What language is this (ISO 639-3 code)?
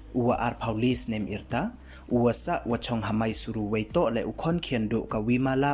pbv